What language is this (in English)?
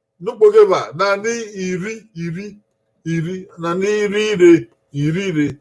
Bini